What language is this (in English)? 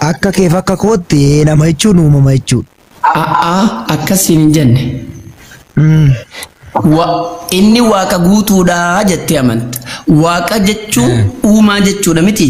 Oromo